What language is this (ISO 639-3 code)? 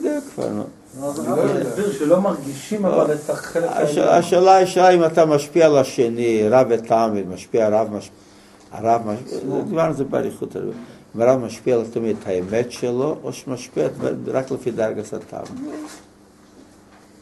heb